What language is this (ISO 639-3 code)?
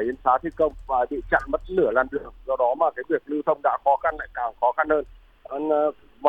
vie